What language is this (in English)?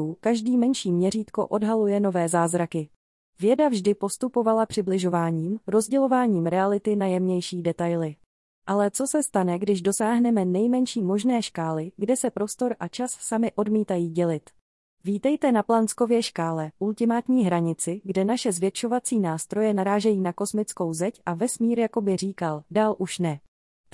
Czech